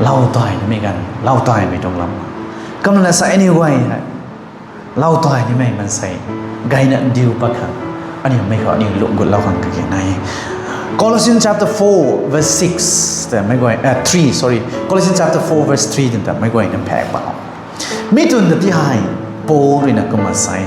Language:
Rongmei Naga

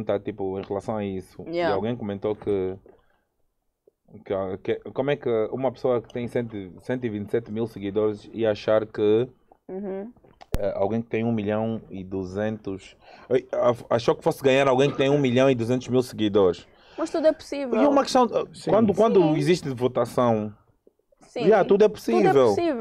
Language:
Portuguese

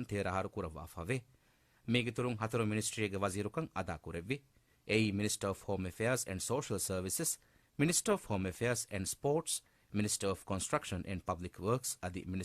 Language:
Divehi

